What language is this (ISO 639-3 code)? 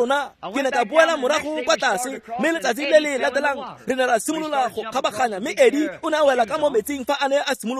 tsn